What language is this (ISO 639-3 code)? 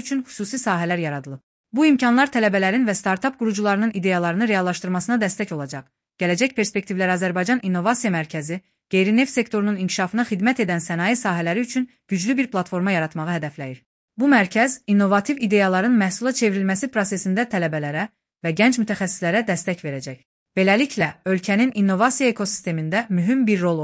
aze